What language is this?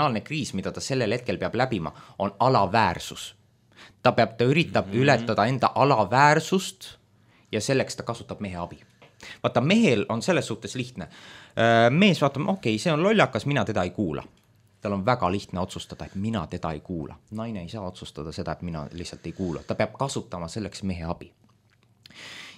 Estonian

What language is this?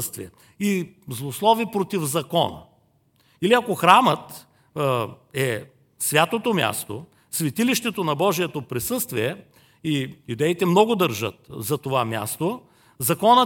Bulgarian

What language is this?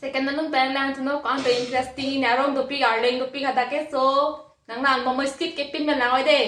Karbi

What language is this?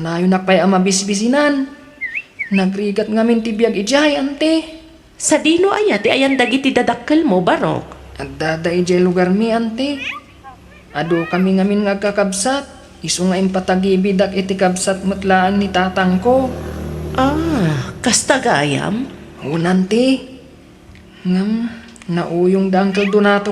Iloko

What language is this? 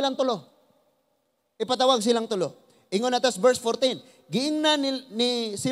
Cebuano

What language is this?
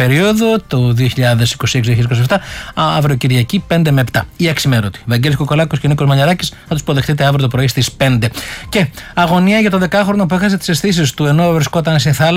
Greek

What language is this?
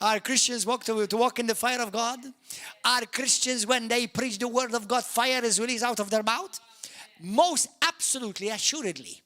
English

